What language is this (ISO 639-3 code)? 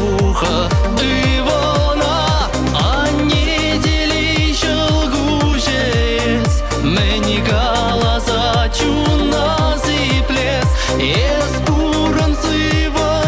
chv